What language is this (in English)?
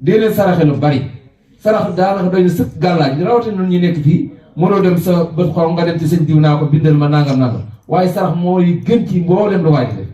Wolof